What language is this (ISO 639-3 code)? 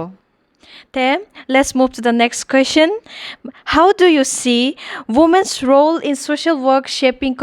ccp